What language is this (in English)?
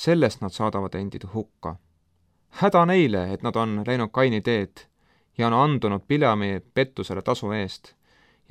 Estonian